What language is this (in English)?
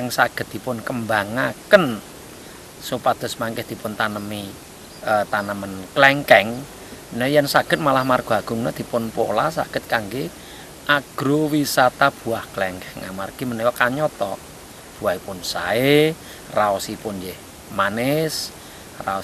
Javanese